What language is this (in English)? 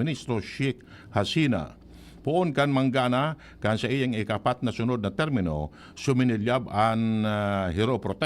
Bikol